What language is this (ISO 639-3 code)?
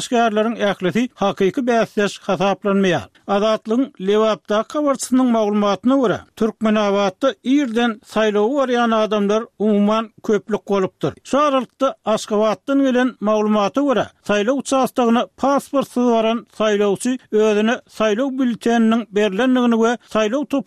tuk